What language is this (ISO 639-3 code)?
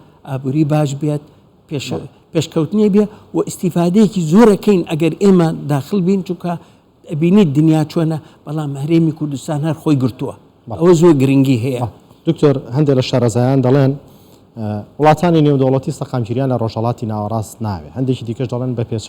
ckb